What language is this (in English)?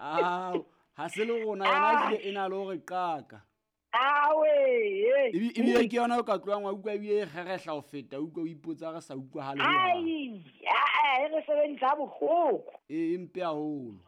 Southern Sotho